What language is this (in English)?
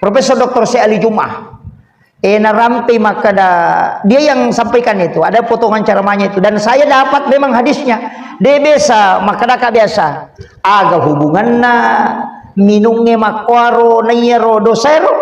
Buginese